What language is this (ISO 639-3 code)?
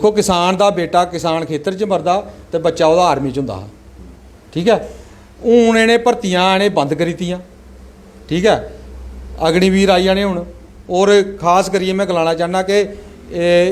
doi